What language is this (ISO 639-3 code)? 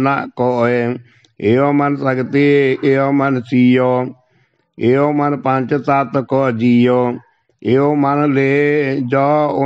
pan